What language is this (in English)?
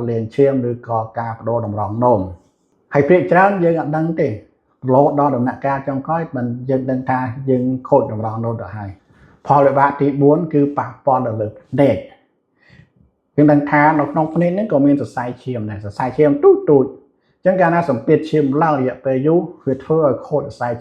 Khmer